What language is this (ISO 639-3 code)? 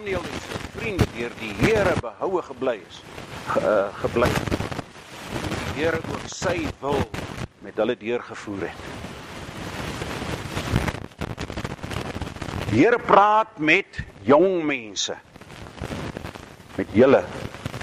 afr